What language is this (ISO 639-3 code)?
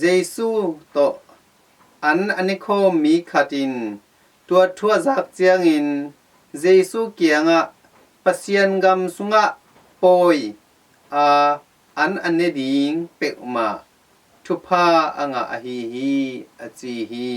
ctd